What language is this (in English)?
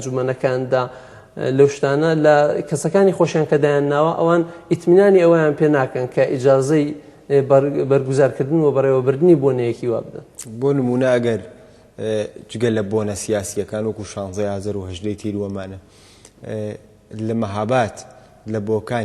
Central Kurdish